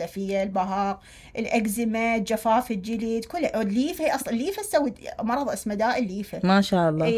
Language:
Mesopotamian Arabic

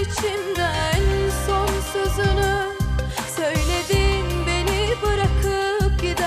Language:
Turkish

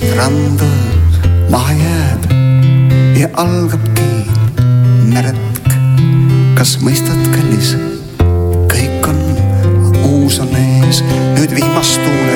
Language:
Estonian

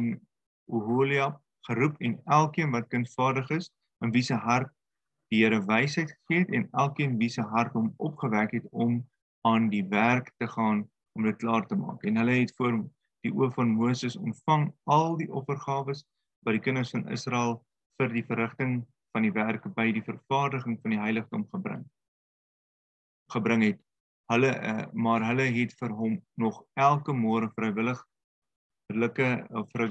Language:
Afrikaans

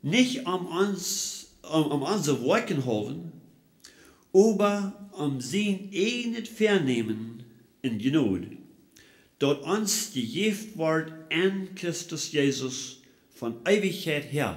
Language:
Plautdietsch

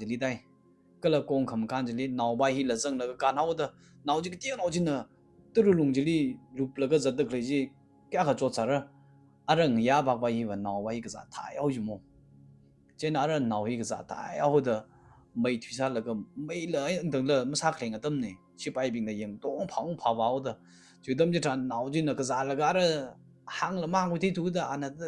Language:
Tangkhul Naga (India)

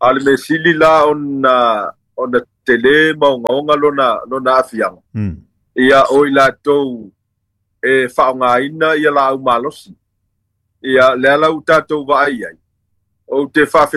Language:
Samoan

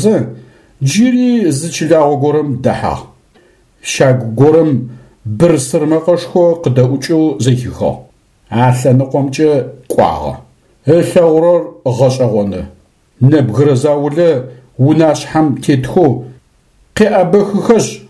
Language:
Adyghe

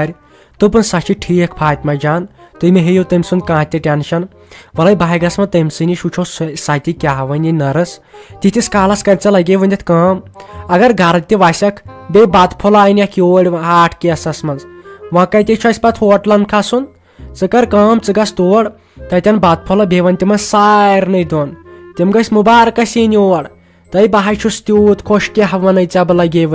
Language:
Kashmiri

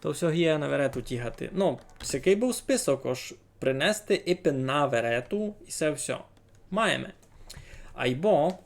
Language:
Rusyn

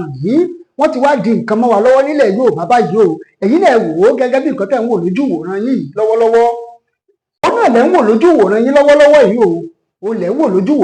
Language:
Yoruba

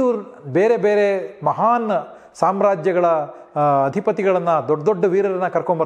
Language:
Kannada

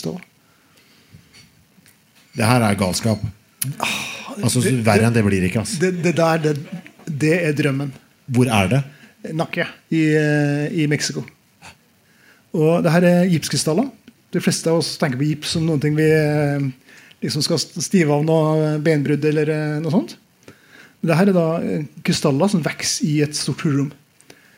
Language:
Norwegian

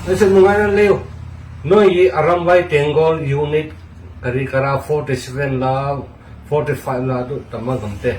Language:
Manipuri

